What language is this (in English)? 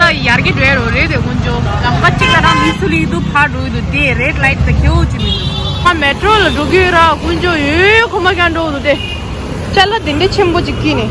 Tibetan